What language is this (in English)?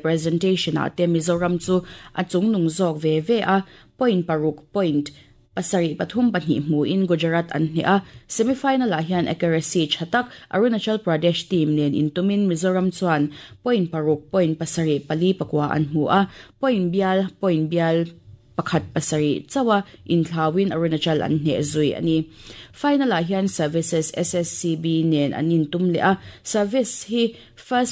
Mizo